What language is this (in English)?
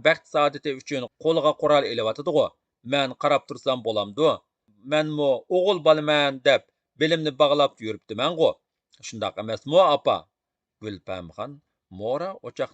Uyghur